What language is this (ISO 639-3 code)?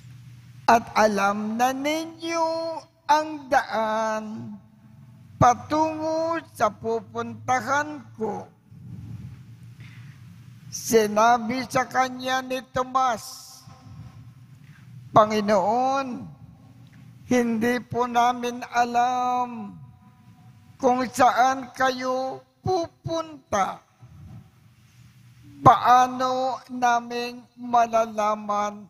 fil